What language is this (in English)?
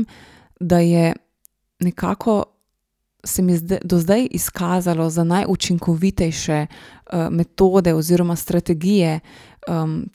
Slovenian